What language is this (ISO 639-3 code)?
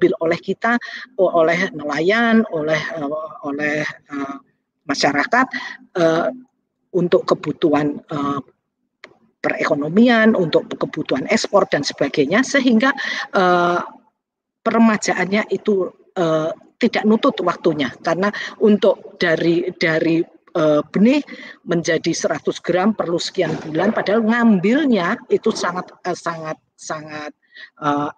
ind